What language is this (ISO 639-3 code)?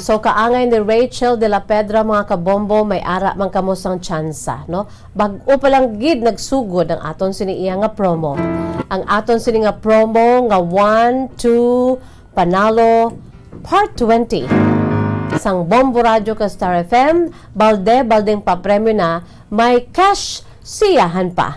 hil